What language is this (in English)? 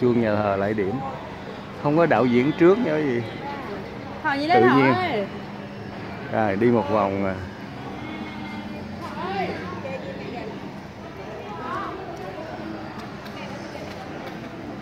Vietnamese